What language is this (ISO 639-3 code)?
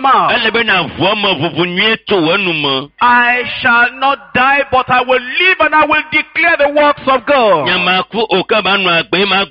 ewe